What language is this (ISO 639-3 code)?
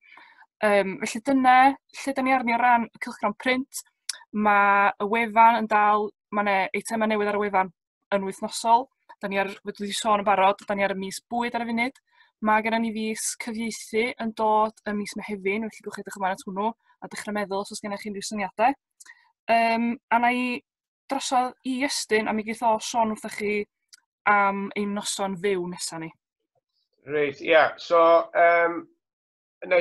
cym